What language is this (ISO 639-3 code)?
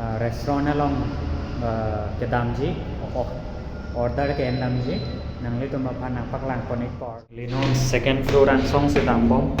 mjw